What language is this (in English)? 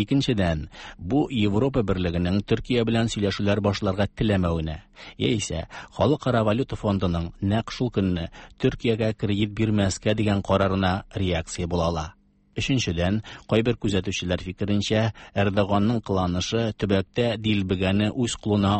Tatar